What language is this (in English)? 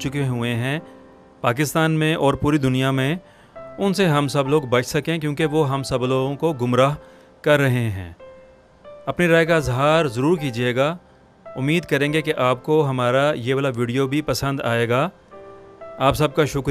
Urdu